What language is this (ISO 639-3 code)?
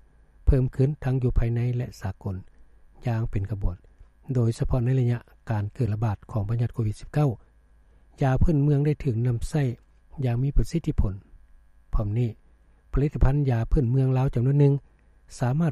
lao